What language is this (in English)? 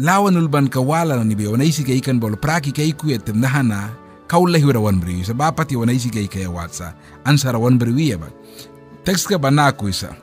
Mískito